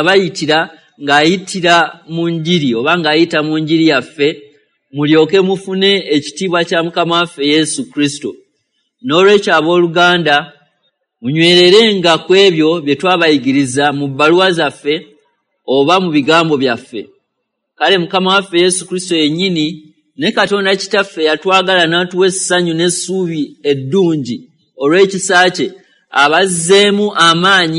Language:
Ganda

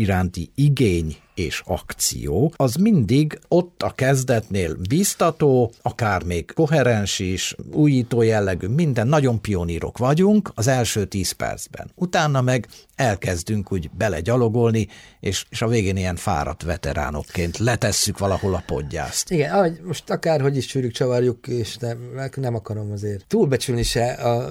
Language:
Hungarian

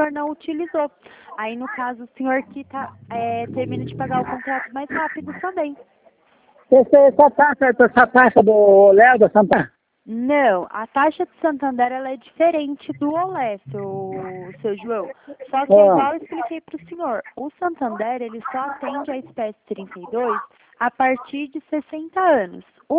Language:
Portuguese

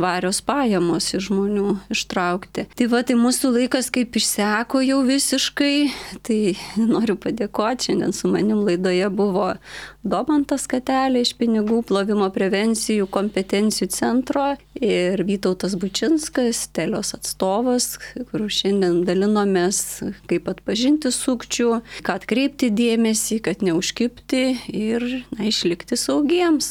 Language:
Lithuanian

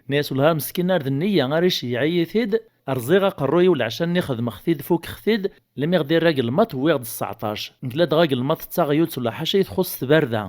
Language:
Kabyle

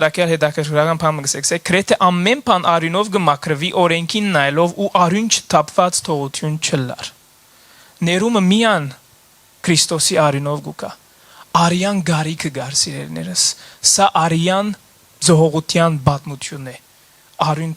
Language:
Western Armenian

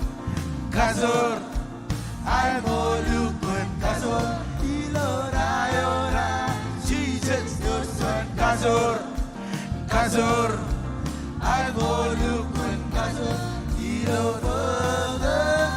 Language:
Marshallese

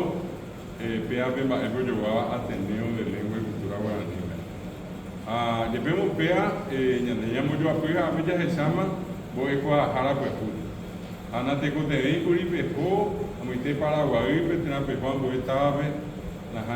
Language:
Guarani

